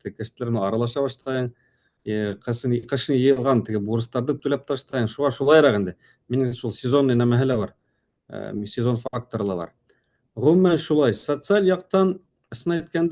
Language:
Bashkir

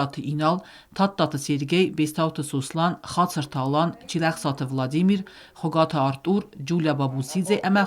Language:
Ossetic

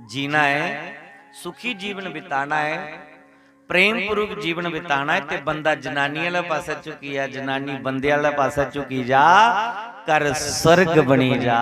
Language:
Dogri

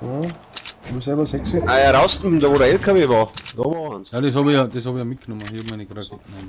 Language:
Bavarian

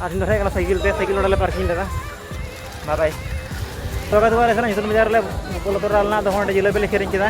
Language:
Santali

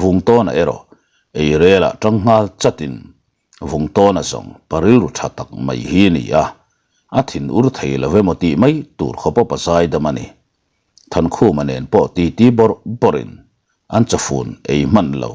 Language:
Mizo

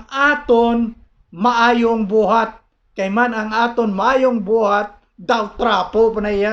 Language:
Hiligaynon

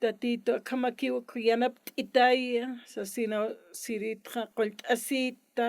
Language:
Aymara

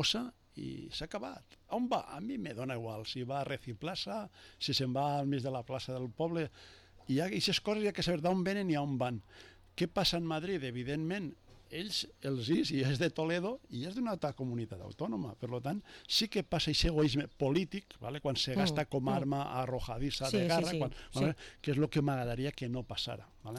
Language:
Catalan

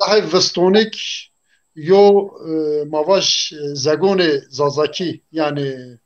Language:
Zaza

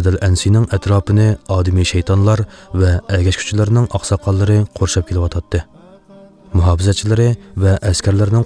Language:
Uyghur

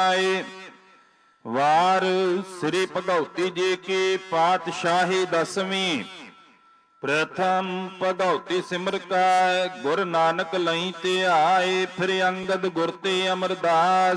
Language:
Punjabi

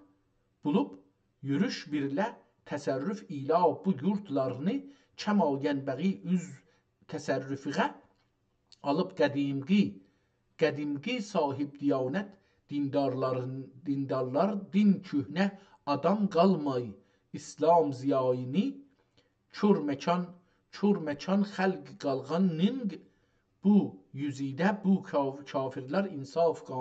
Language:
South Azerbaijani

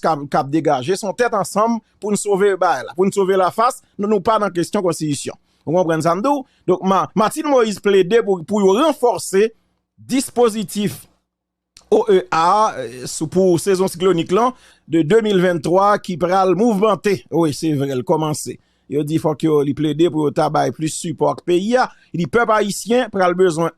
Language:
Haitian Creole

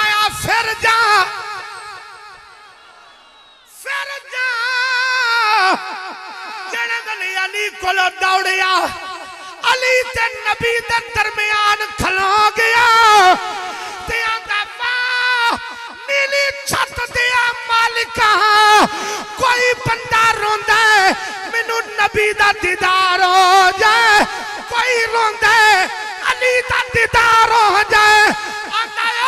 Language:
Western Panjabi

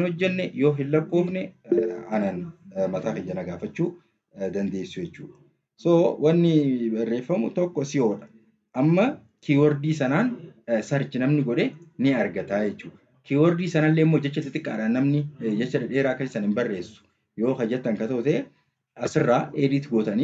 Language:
Oromo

